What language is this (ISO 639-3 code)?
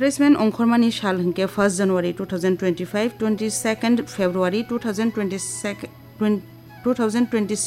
trp